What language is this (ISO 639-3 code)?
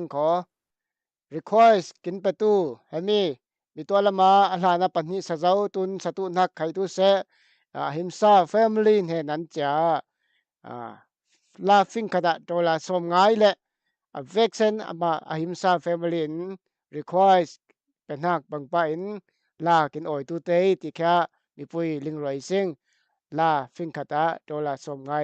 cfm